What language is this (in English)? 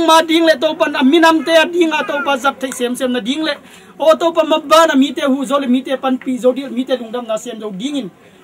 Tedim Chin